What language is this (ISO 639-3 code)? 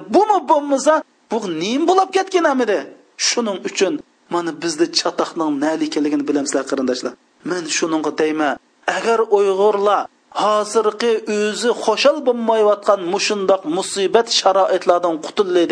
uig